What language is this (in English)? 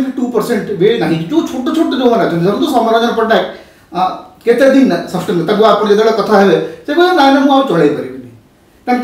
Odia